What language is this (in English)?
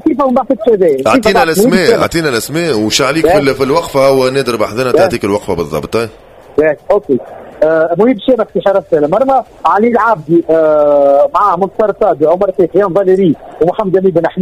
Tunisian Arabic